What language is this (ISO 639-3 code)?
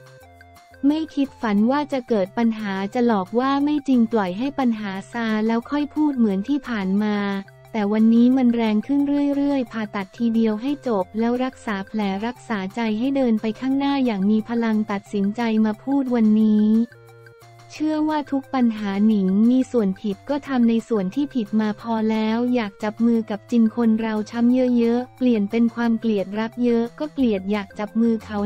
tha